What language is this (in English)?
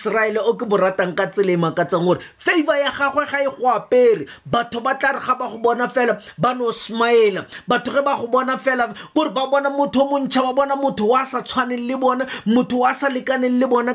Tswana